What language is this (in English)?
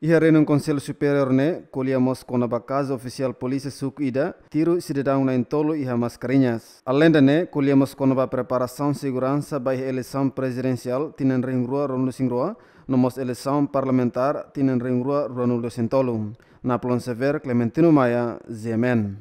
Tetum